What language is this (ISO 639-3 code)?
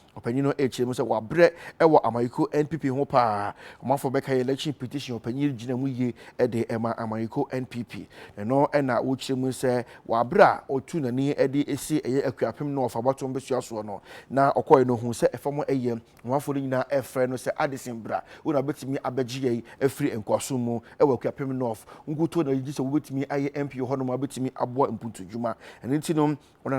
aka